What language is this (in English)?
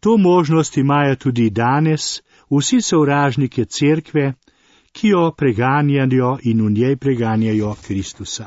Slovenian